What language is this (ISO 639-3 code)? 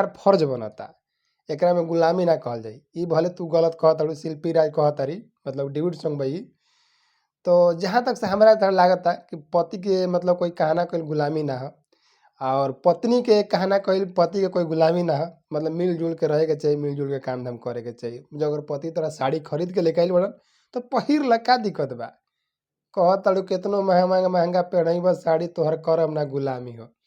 bho